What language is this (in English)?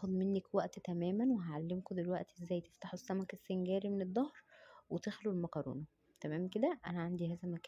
Egyptian Arabic